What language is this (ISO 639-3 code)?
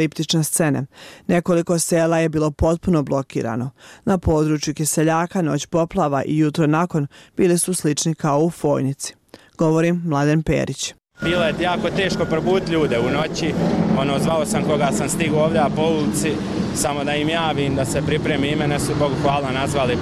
bos